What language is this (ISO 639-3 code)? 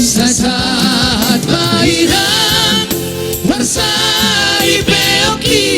bbc